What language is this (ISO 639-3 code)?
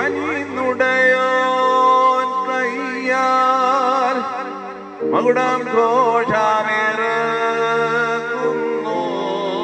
mal